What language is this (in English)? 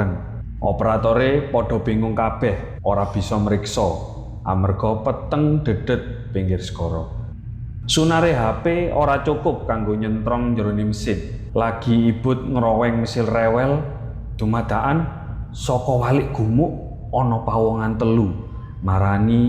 Javanese